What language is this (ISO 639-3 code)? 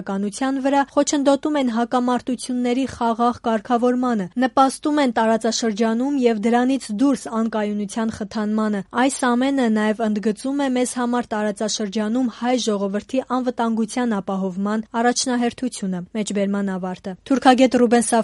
hye